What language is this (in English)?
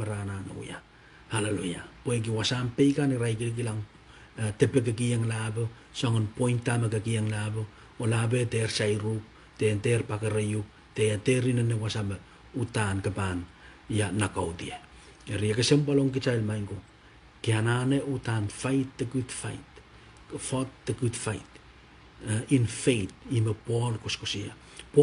Pohnpeian